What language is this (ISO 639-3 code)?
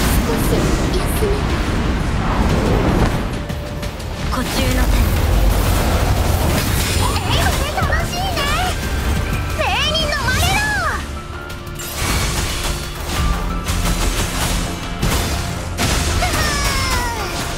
jpn